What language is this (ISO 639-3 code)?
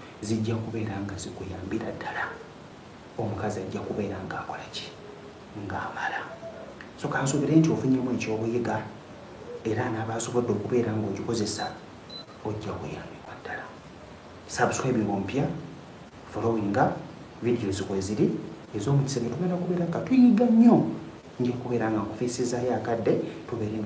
lug